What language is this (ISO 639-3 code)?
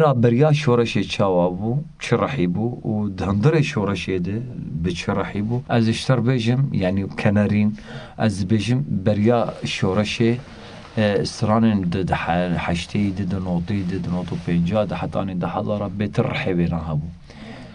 kur